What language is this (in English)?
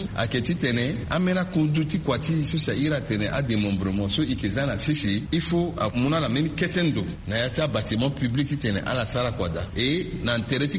Sango